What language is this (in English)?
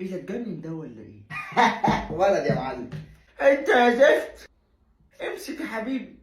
Egyptian Arabic